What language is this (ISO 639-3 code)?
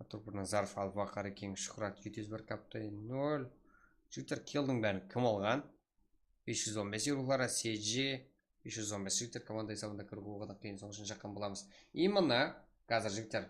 kaa